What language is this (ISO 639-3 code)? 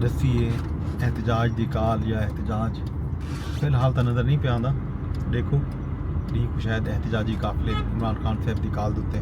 skr